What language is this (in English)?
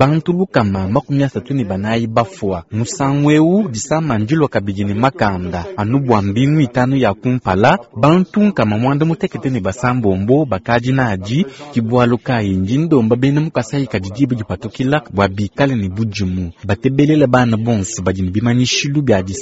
Luba-Lulua